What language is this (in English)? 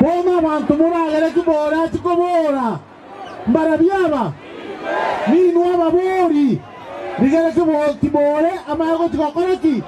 Gusii